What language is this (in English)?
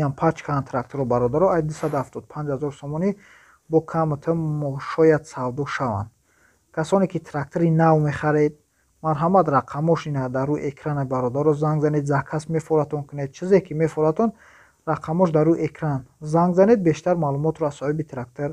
Tajik